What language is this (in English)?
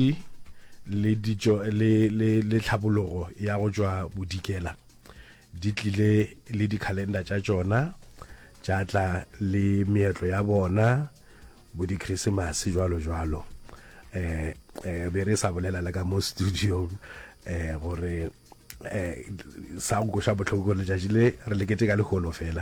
Northern Sotho